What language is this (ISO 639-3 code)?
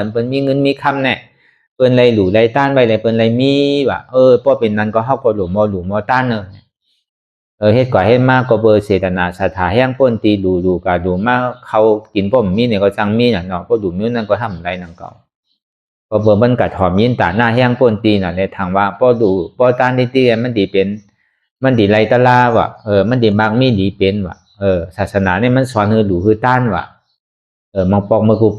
shn